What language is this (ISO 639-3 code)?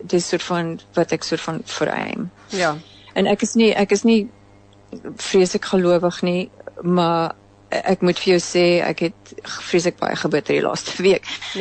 afr